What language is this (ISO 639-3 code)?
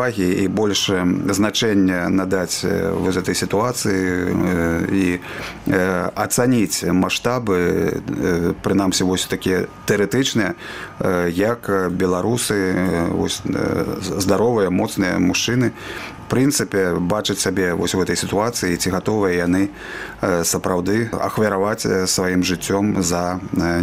bel